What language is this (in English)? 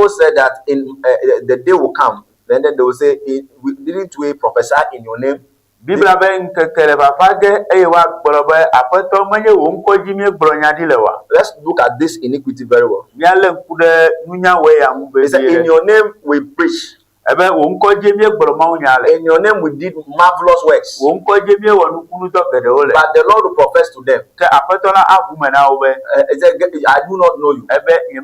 Ewe